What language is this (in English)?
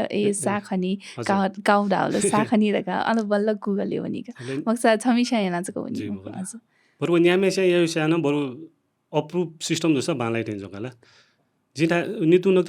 Newari